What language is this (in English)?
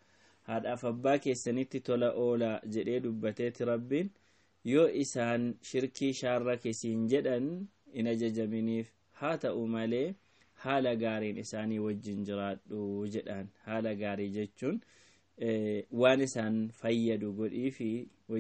Oromo